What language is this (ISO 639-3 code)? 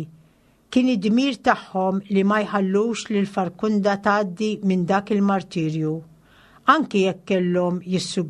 mlt